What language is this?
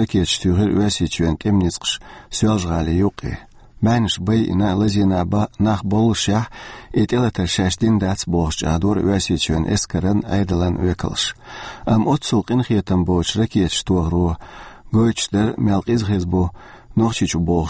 Chechen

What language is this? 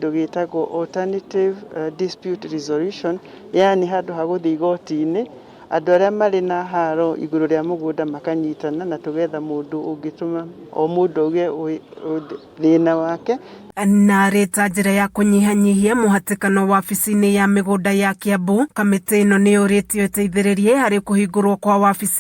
Kikuyu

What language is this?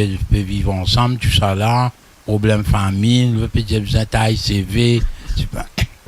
Morisyen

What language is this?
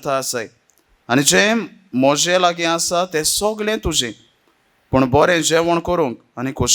Konkani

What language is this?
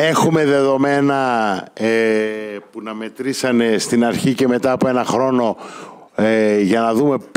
Greek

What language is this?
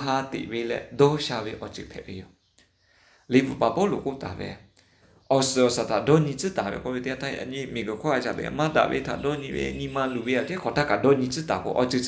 Lahu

